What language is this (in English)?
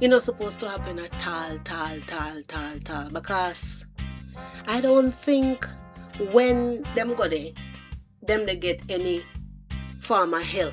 Jamaican Creole English